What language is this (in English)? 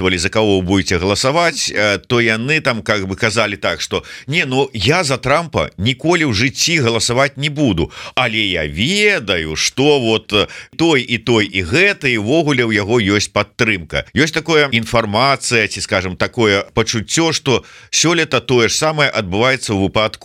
Belarusian